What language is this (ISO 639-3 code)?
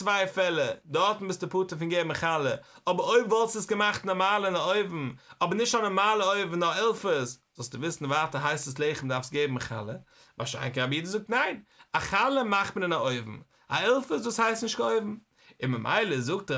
yid